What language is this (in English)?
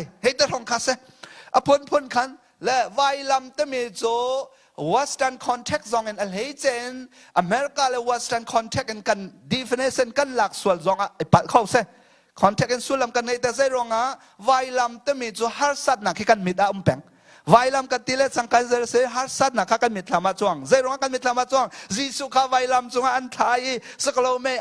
Hakha Chin